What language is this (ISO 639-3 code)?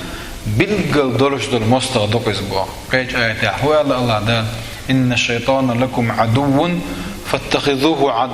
che